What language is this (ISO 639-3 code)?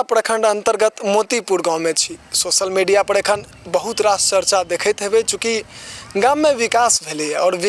mai